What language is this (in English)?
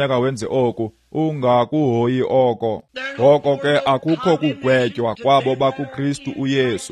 Xhosa